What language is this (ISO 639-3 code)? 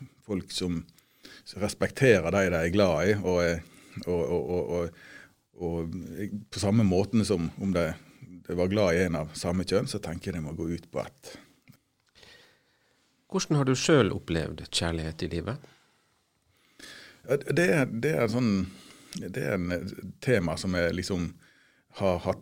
nor